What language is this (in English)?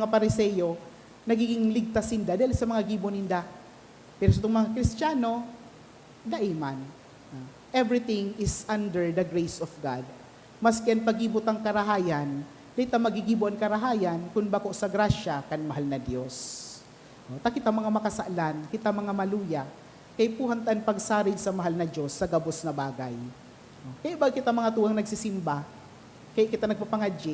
Bikol